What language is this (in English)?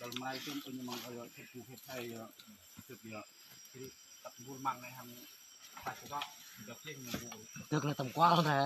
Central Mnong